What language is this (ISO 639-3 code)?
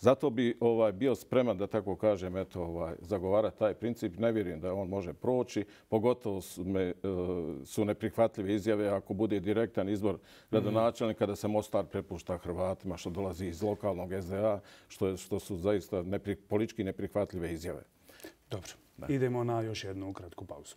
bos